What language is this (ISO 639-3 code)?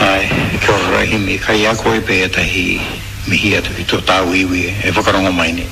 mri